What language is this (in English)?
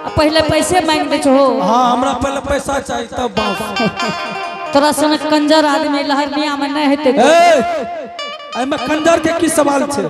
Angika